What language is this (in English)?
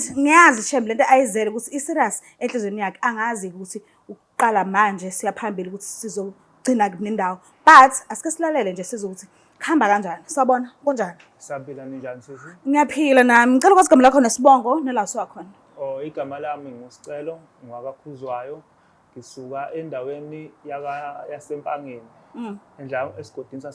Zulu